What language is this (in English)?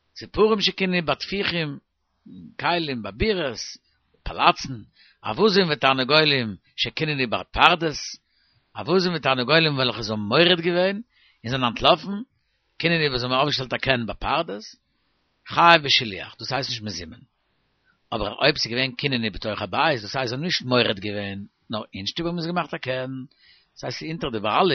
Yiddish